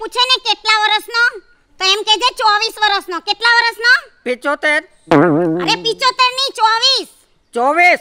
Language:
Gujarati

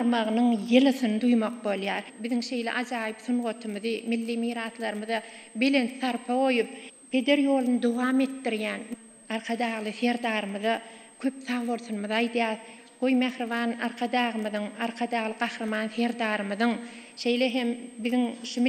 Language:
Turkmen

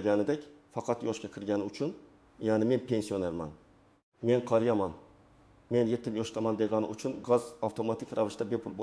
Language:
Uzbek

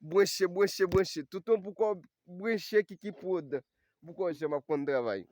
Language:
Haitian Creole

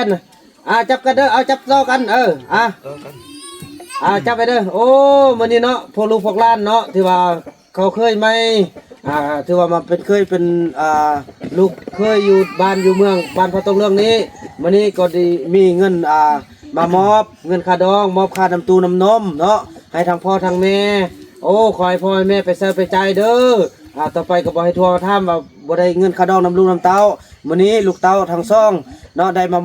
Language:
Lao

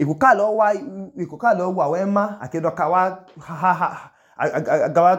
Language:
Idoma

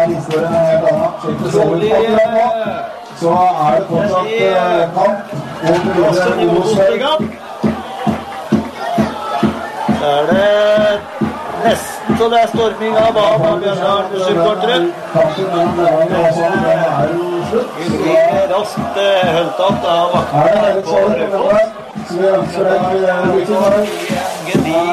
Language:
Norwegian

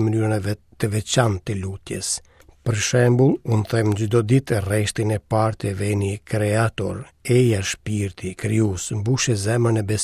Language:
Albanian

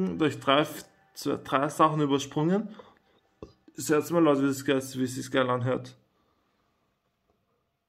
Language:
German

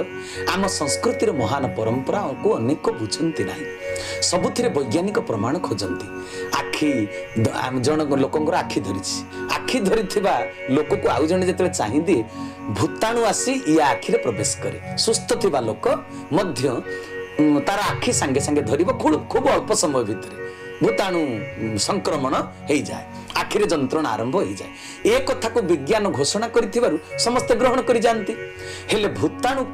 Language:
Odia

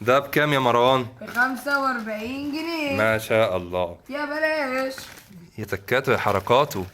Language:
Egyptian Arabic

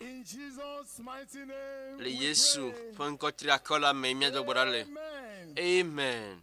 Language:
Ewe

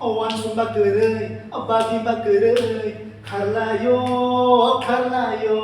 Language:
Kok Borok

